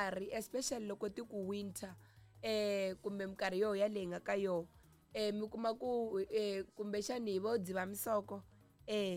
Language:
Tsonga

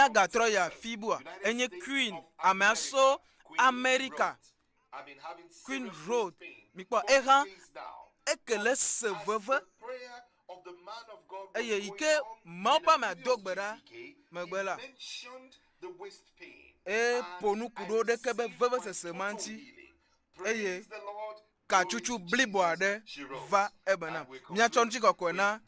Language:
Ewe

